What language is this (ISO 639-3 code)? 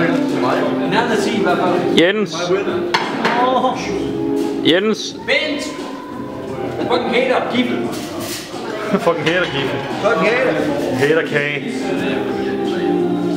dan